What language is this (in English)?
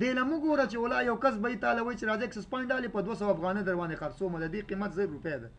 Pashto